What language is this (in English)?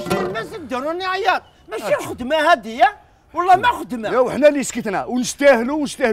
Algerian Arabic